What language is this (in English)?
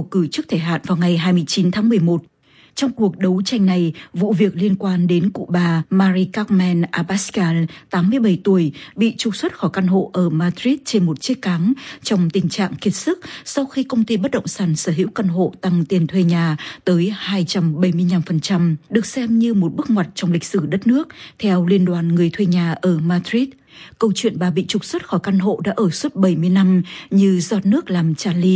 Vietnamese